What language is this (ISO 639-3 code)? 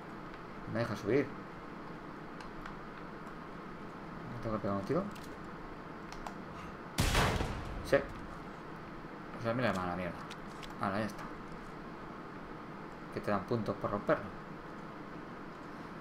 spa